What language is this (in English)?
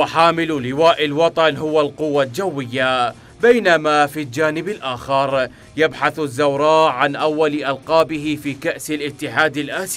Mesopotamian Arabic